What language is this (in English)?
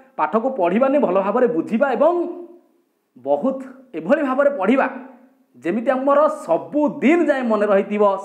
Odia